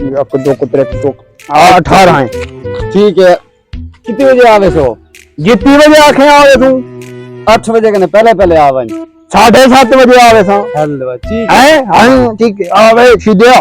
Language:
Saraiki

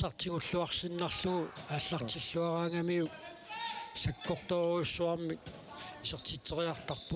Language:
Kalaallisut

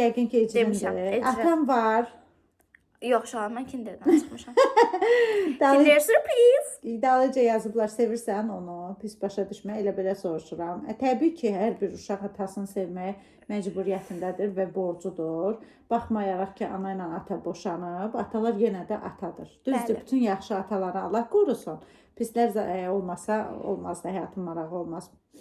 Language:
Azerbaijani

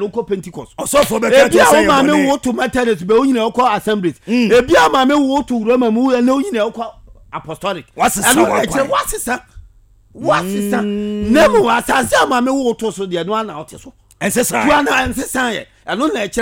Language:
Akan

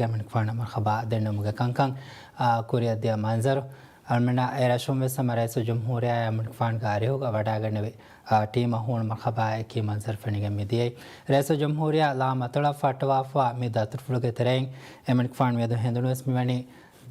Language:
Divehi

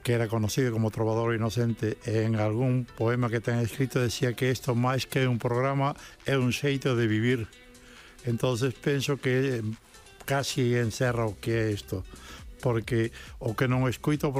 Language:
Galician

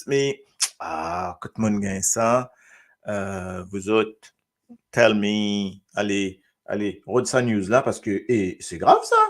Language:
Morisyen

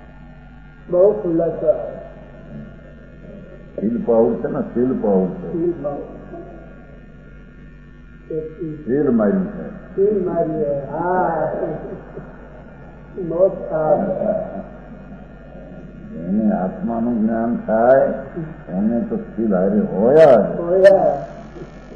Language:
Gujarati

